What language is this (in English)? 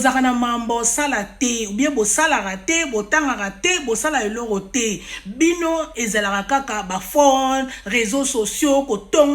Lingala